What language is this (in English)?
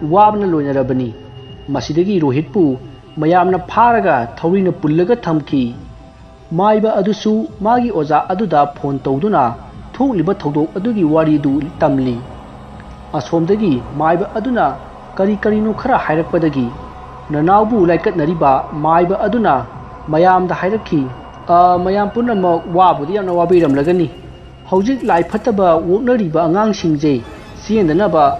Manipuri